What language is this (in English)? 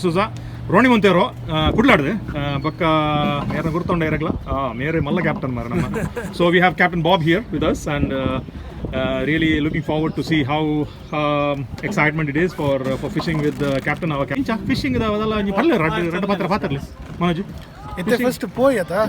Tulu